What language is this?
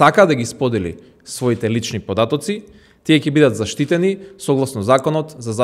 Macedonian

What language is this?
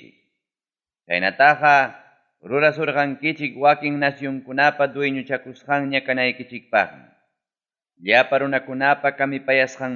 Ayacucho Quechua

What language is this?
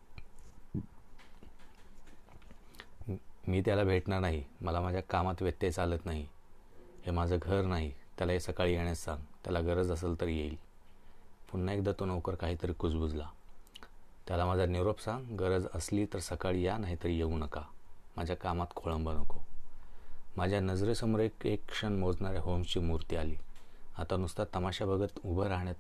Marathi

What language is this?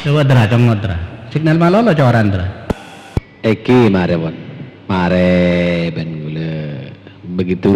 Madurese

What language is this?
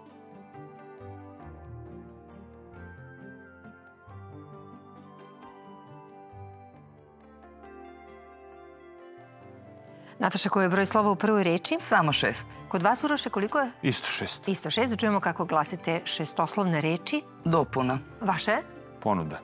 Serbian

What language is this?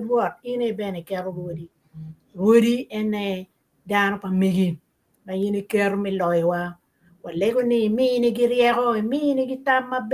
Acoli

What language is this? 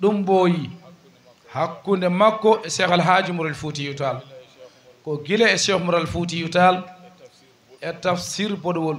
Fula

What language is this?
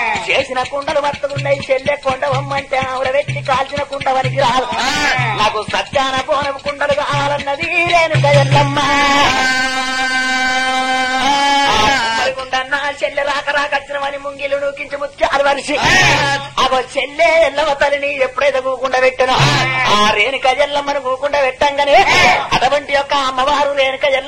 Telugu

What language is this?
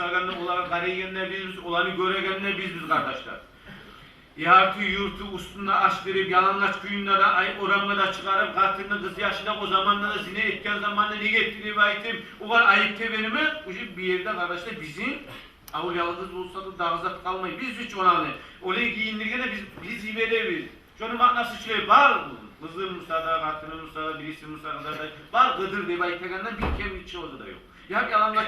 Kumyk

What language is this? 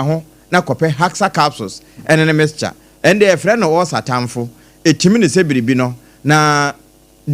Akan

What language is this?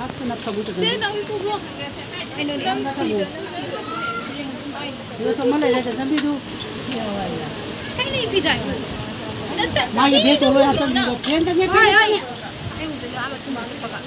Malay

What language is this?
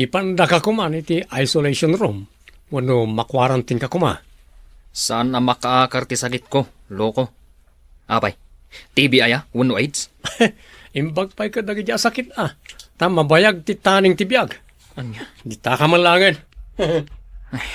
Iloko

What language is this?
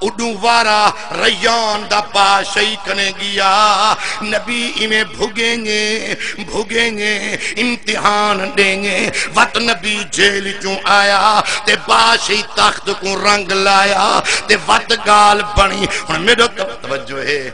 Saraiki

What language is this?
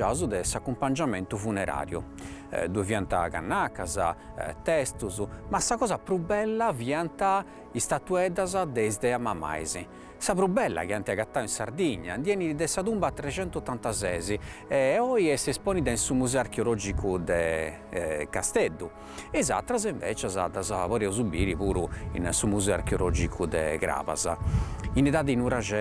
Sardinian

